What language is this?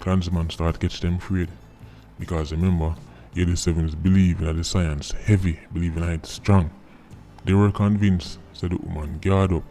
Jamaican Creole English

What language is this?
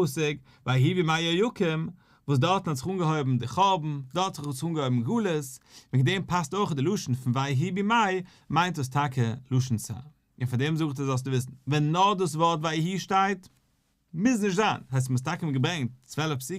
Yiddish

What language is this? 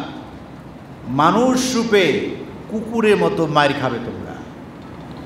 Bangla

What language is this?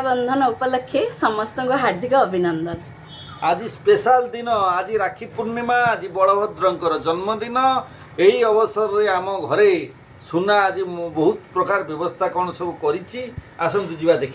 Odia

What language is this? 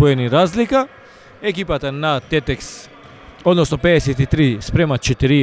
Macedonian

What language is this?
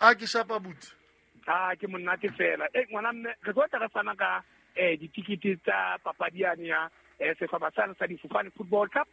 Southern Sotho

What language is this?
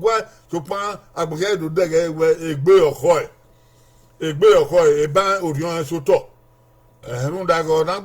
Bini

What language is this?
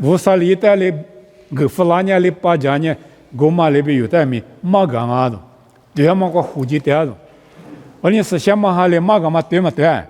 Lisu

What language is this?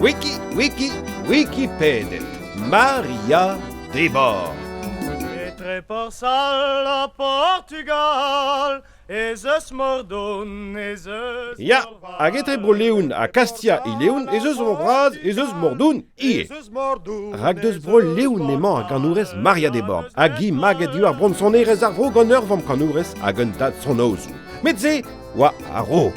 Breton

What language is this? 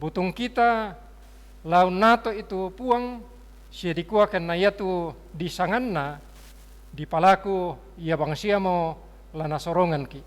Toraja-Sa'dan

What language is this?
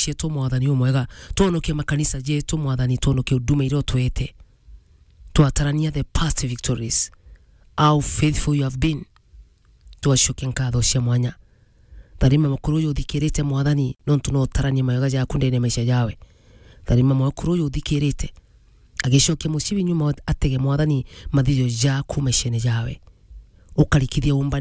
Meru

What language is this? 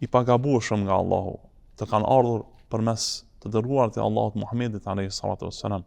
Albanian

